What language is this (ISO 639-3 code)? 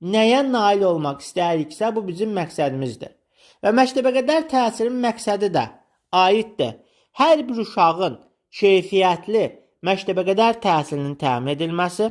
aze